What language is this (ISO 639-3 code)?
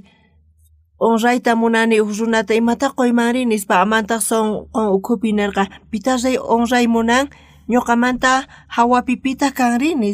quh